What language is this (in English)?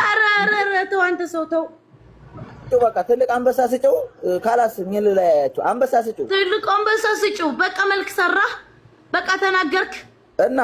Amharic